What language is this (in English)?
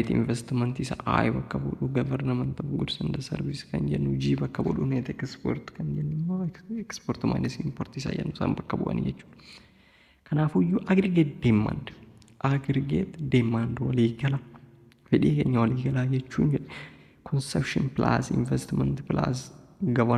Oromo